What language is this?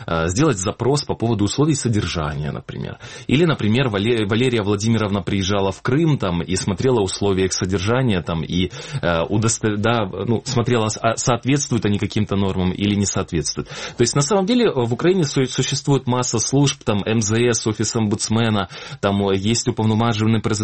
Russian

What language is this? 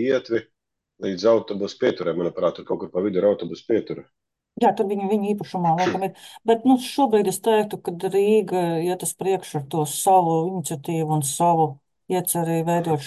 Latvian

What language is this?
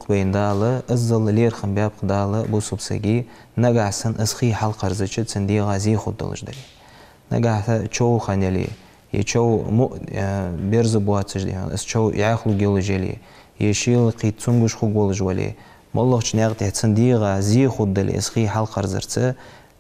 Ingush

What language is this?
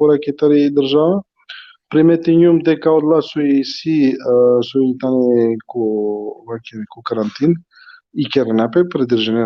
Balkan Romani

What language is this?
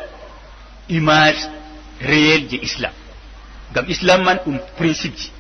Fula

